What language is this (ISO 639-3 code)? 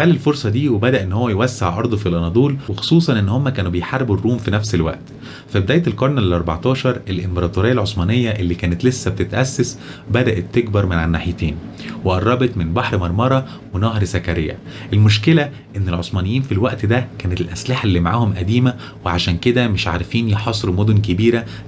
arz